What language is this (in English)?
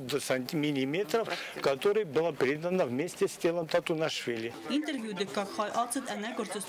Ossetic